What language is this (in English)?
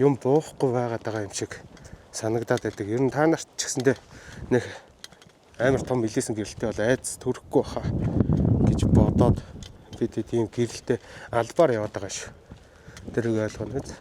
Mongolian